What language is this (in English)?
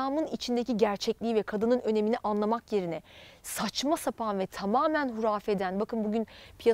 Turkish